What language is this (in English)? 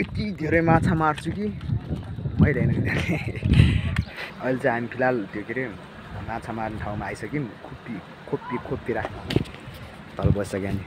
Nepali